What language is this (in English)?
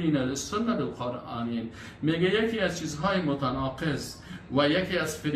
Persian